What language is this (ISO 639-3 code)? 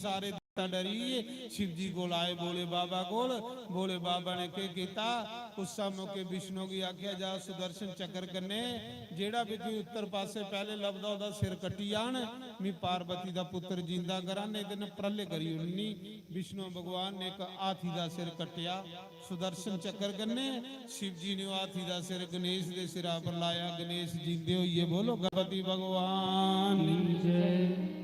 doi